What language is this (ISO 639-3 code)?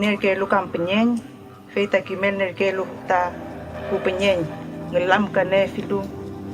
arn